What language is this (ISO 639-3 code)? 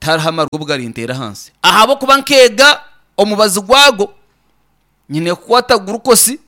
nyn